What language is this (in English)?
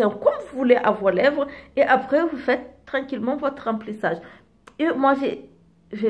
French